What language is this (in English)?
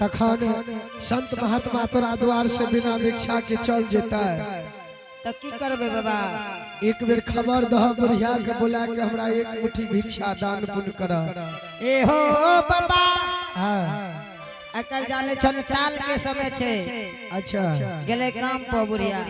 Angika